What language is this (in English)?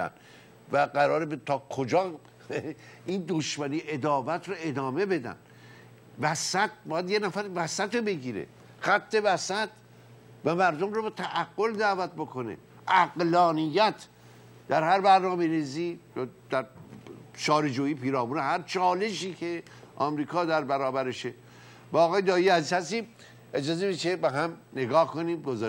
Persian